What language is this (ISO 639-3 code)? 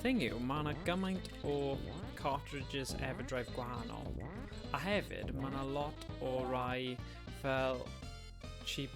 cym